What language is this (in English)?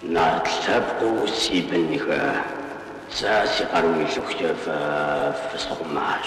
Kabardian